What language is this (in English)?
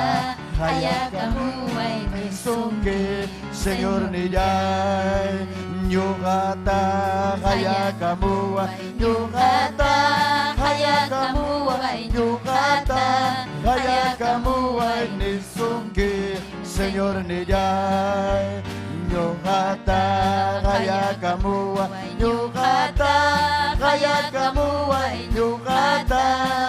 Ayacucho Quechua